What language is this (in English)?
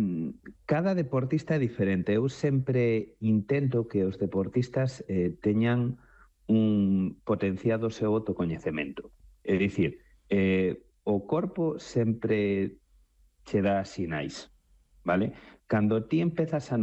Galician